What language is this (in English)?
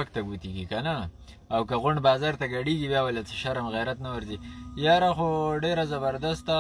Pashto